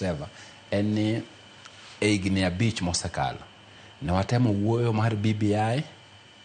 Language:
Luo (Kenya and Tanzania)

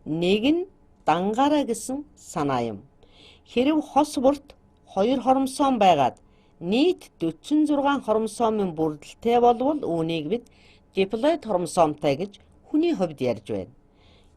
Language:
Mongolian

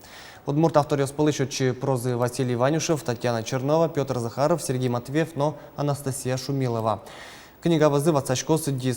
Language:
Udmurt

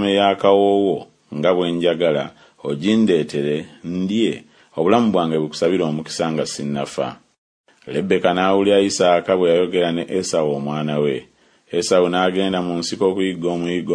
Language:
Ganda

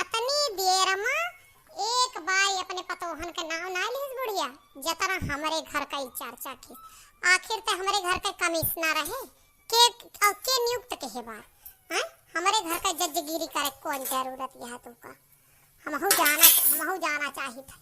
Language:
Awadhi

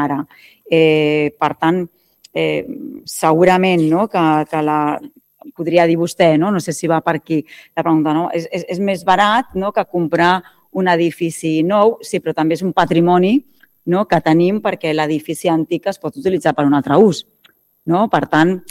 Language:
Catalan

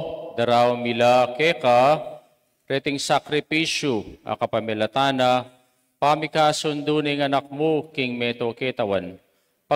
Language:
Pampanga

